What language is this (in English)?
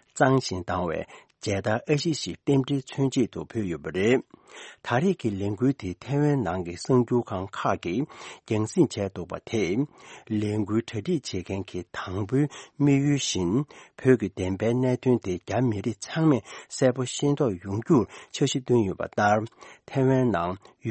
Tibetan